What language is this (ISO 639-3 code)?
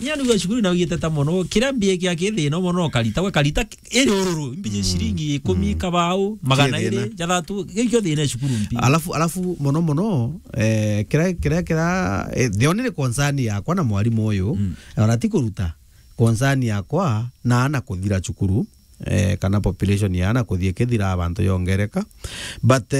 mer